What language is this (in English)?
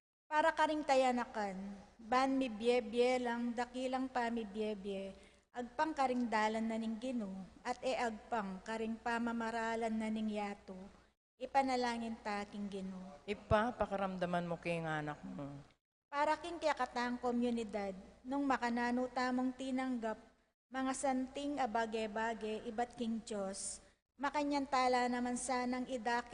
Pampanga